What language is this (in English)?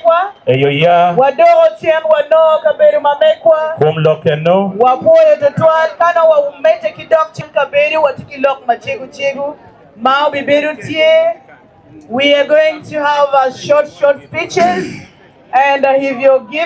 Acoli